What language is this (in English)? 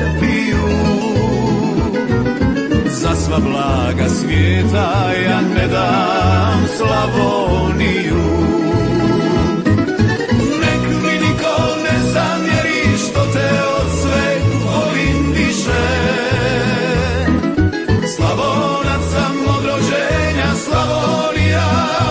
Croatian